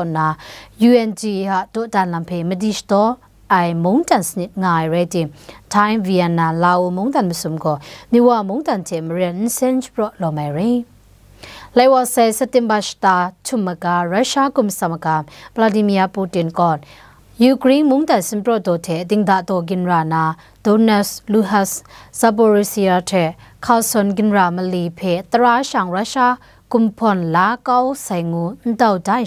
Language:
Kachin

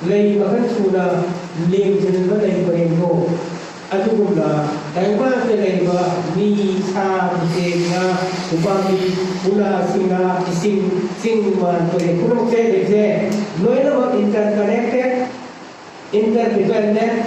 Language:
Manipuri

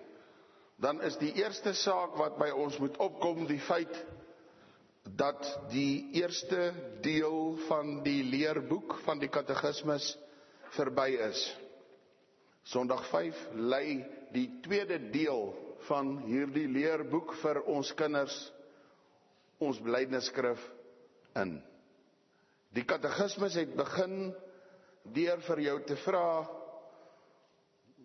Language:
Afrikaans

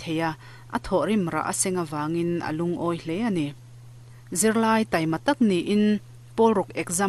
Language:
Mizo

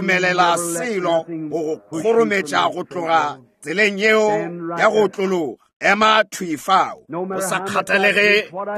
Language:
Northern Sotho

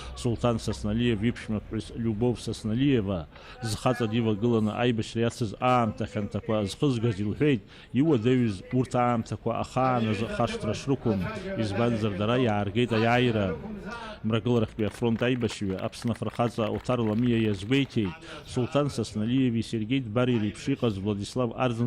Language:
Abkhazian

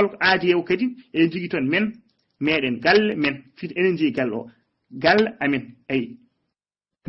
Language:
Fula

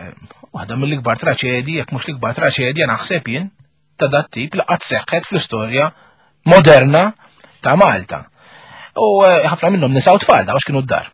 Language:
Maltese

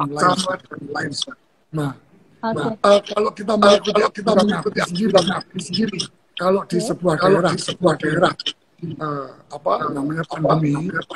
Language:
Indonesian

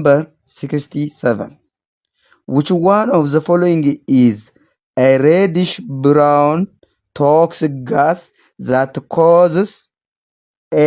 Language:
English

